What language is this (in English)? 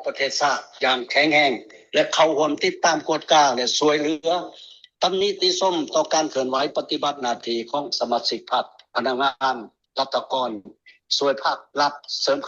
Lao